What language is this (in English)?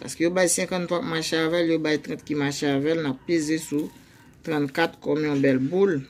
Haitian Creole